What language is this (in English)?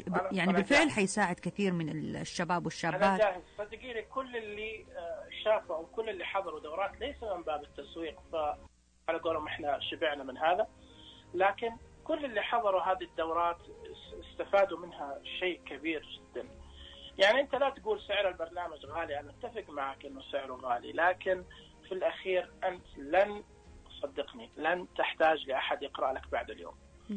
Najdi Arabic